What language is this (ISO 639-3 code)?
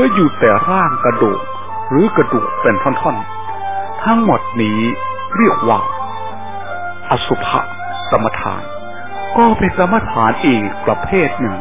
tha